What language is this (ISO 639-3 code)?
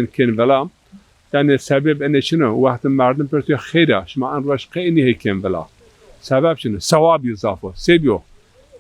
zza